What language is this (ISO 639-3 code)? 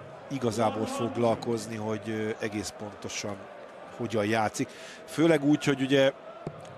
hun